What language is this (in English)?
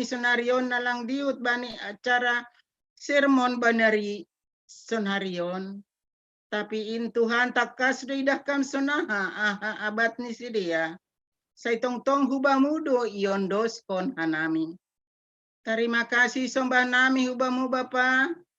Batak Simalungun